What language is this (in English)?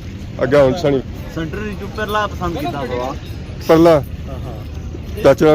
Pahari-Potwari